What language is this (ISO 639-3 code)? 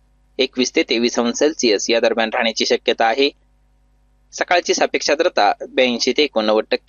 mar